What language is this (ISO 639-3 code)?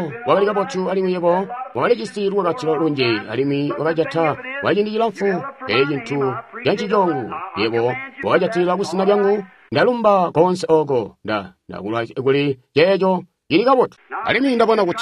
toi